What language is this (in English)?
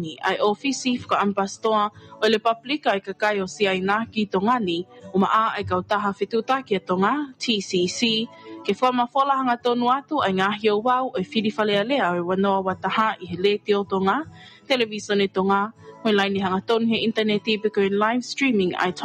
Tongan